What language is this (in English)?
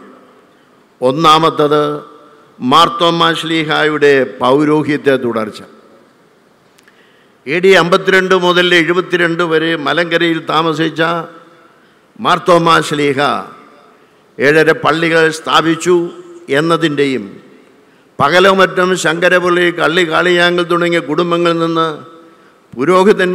Malayalam